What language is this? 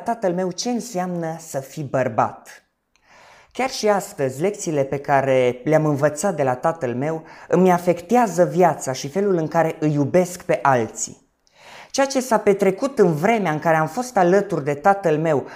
Romanian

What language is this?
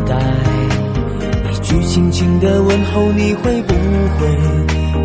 Chinese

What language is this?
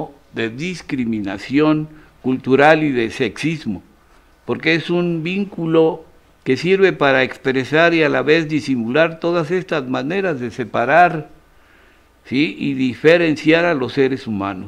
Spanish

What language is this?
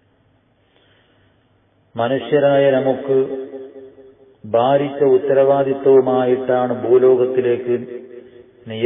Malayalam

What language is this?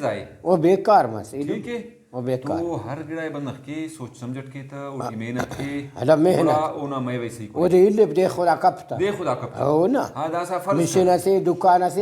Brahui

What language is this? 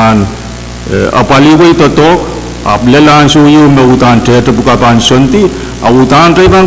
Pohnpeian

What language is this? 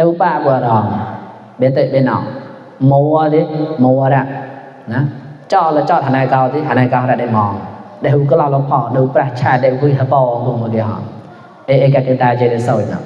Mon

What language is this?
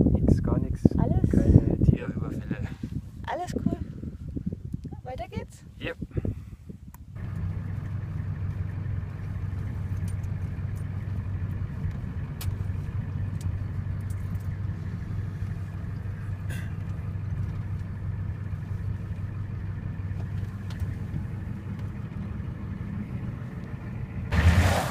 German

